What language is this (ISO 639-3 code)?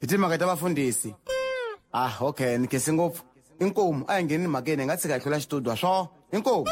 tso